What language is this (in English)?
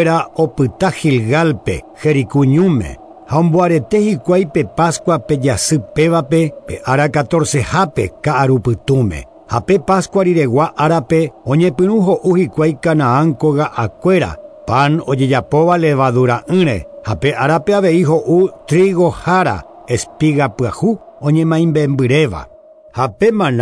Guarani